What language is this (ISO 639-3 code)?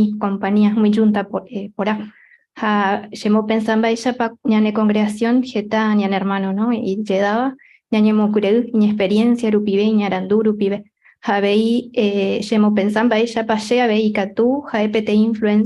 grn